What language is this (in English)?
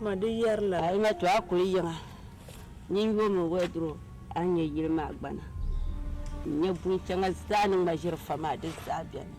Dagbani